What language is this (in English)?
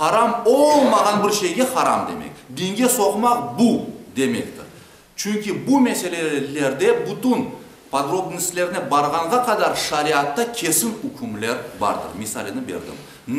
Crimean Tatar